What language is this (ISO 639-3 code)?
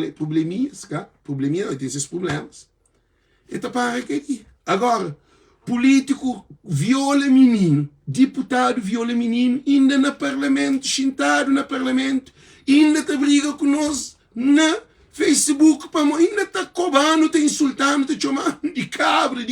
kea